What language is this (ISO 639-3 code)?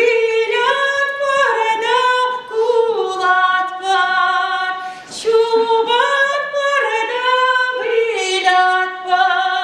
chv